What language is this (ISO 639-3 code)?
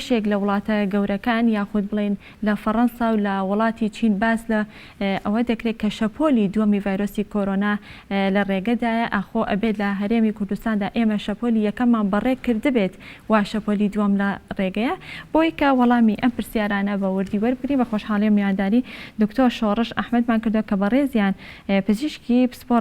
ckb